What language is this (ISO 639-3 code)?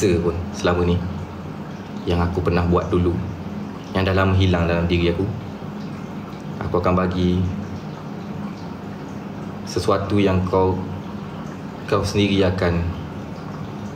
msa